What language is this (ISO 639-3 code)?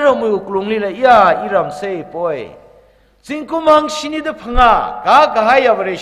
nmf